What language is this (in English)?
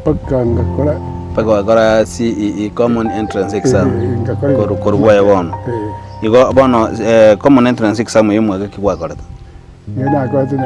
Gusii